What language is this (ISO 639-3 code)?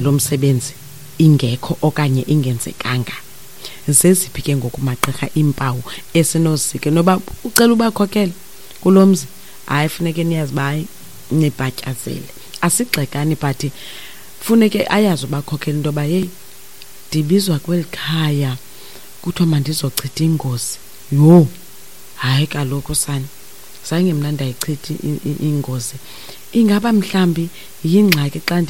xho